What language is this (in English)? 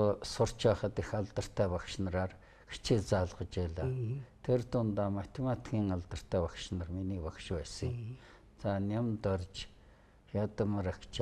Mongolian